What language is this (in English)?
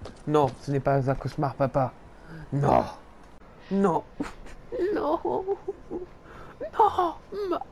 French